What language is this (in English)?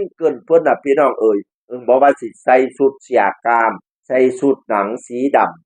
Northeastern Thai